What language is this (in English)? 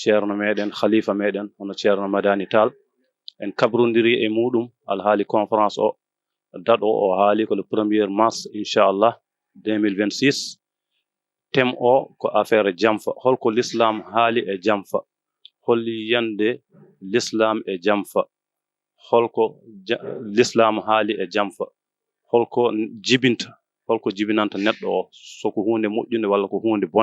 Fula